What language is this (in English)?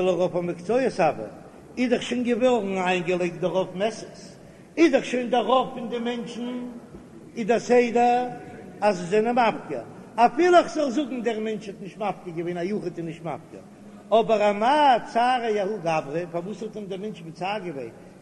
Yiddish